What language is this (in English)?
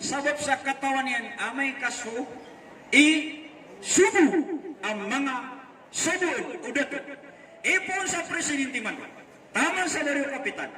Maranao